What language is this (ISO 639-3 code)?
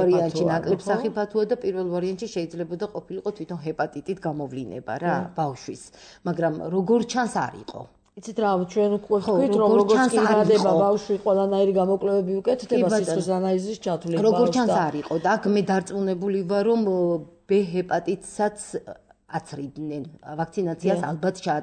kat